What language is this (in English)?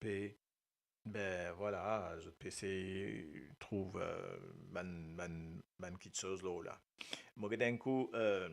Morisyen